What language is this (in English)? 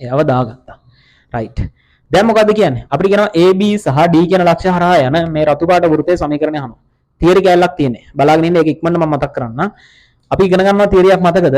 Sinhala